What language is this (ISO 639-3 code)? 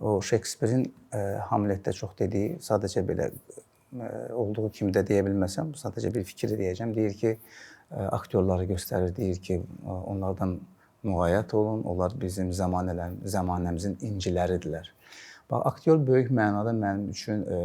aze